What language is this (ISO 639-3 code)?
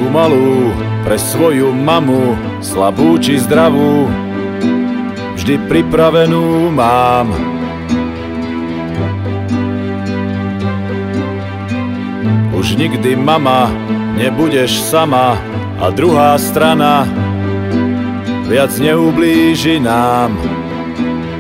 slk